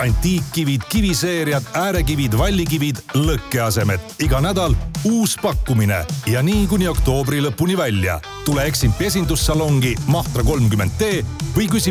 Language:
Estonian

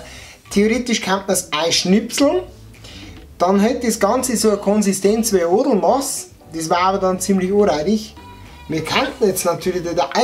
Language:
Bavarian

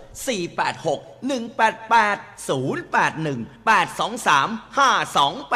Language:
Thai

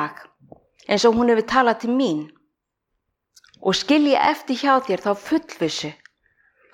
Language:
Icelandic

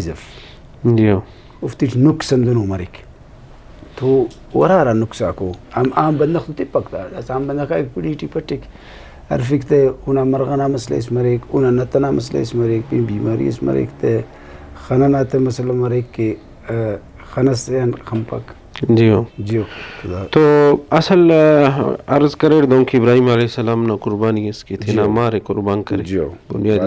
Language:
Brahui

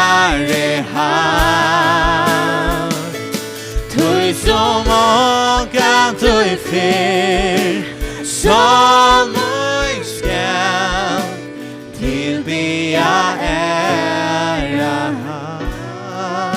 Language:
Faroese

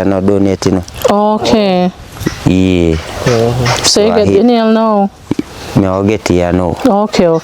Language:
Jamaican Creole English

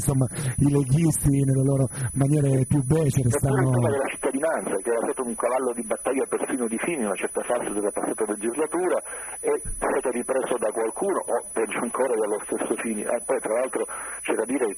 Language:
Italian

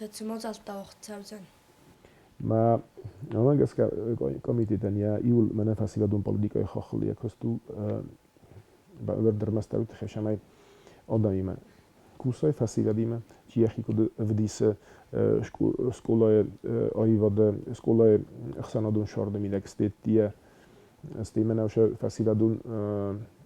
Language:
Ossetic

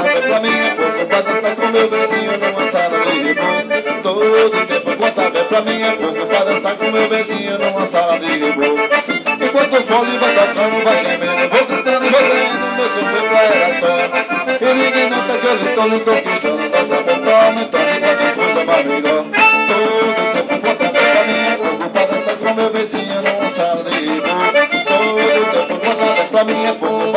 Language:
Portuguese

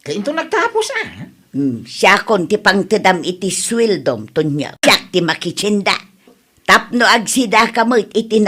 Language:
Iloko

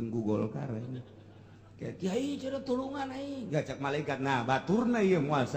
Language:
Sundanese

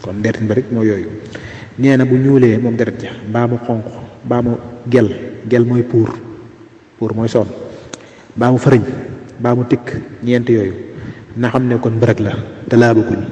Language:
Wolof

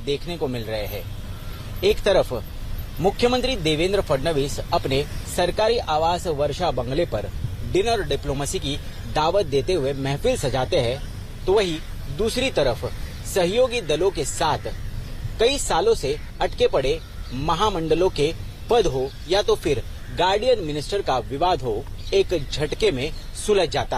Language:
Hindi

